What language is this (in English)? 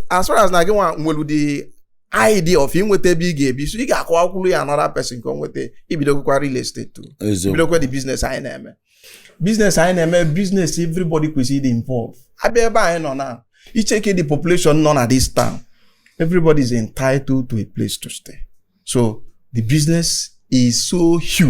Igbo